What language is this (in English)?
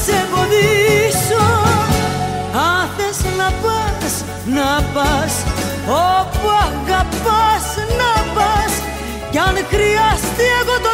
Greek